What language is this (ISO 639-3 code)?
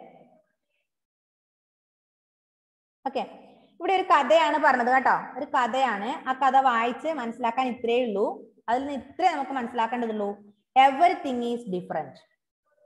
mal